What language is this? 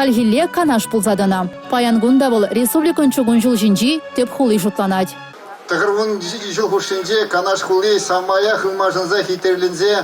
Chuvash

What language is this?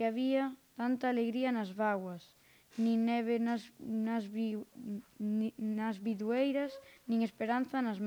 Galician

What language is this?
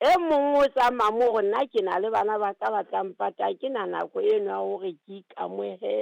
Southern Sotho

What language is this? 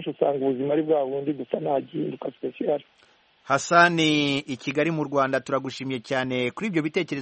Kinyarwanda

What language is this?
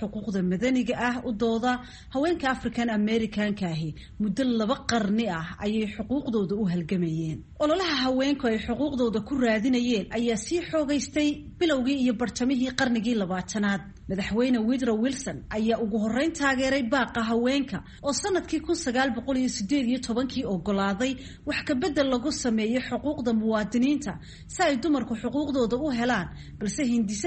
Somali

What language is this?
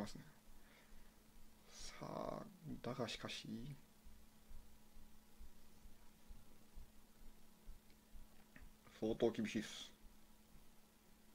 Japanese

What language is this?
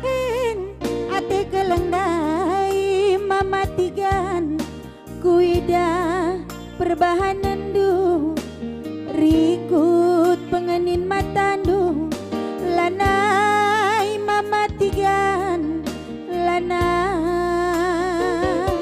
Batak Karo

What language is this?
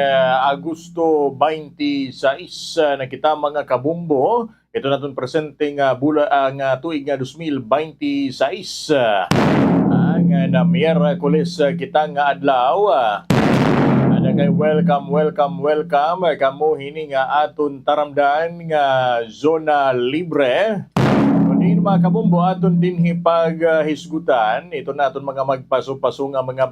Waray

